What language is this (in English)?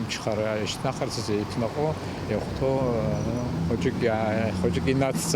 Abkhazian